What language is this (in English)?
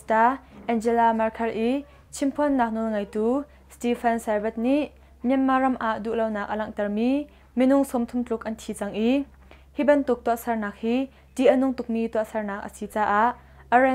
Hakha Chin